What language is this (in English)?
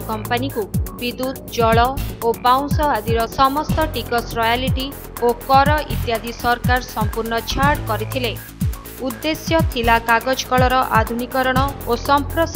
Odia